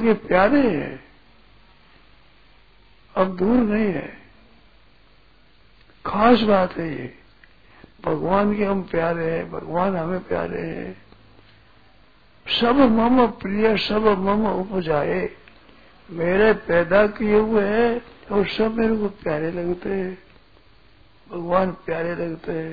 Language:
Hindi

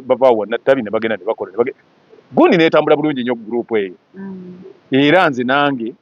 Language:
Ganda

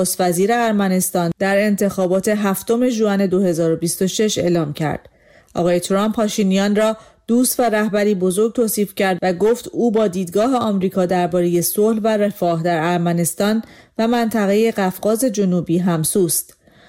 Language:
Persian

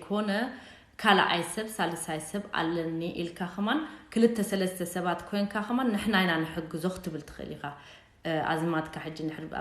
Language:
Tigrinya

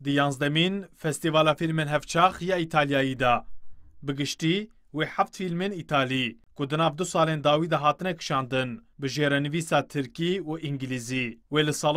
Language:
Kurdish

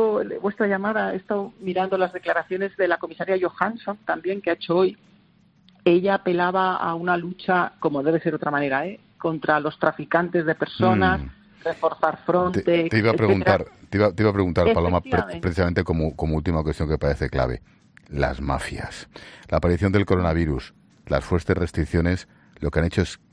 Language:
Spanish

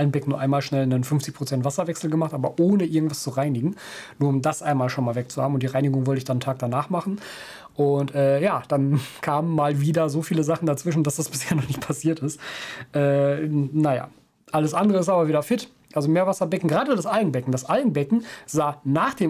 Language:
German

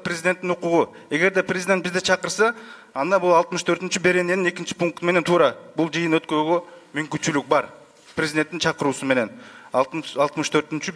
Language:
Kyrgyz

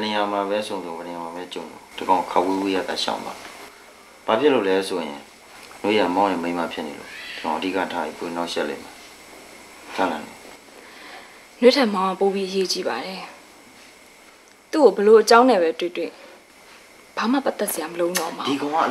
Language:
Burmese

